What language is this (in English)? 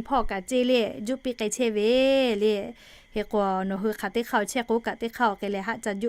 Lahu